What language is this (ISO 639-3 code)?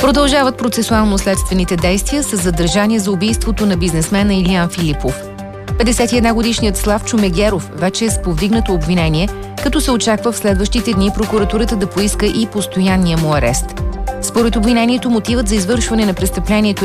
bul